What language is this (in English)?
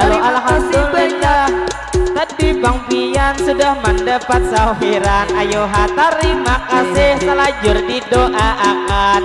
Banjar